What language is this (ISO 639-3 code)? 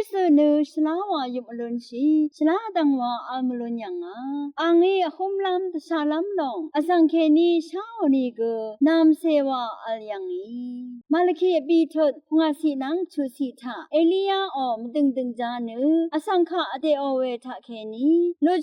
raw